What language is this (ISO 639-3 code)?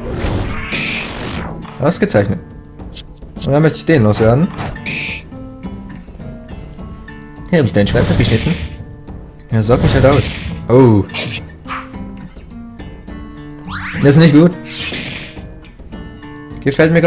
deu